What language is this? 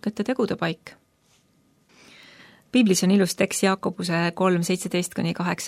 Estonian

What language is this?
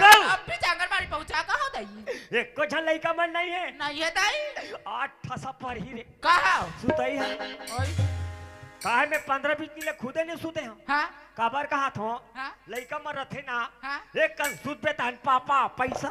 Chhattisgarhi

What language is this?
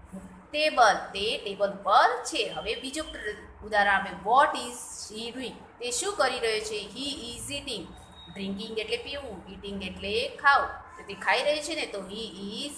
Gujarati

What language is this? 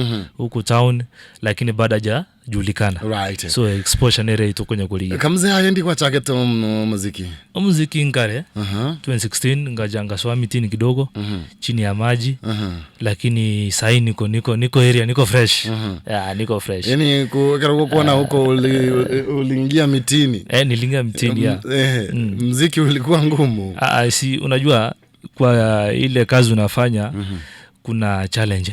Gusii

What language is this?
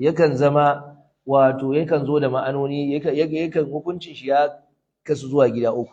Hausa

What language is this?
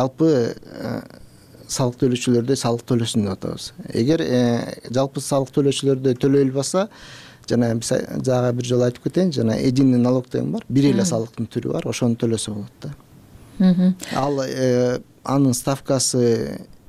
Kyrgyz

